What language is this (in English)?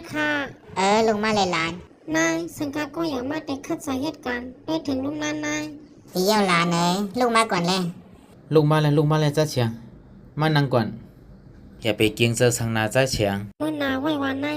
Shan